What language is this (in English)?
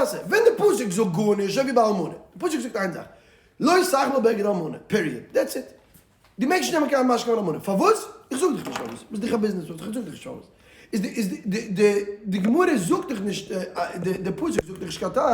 Yiddish